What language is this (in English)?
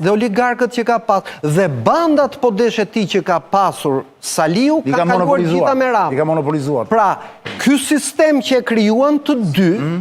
Albanian